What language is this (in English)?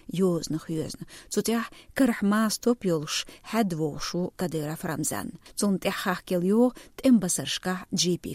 Chechen